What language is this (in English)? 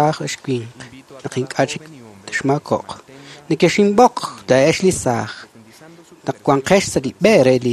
Kekchí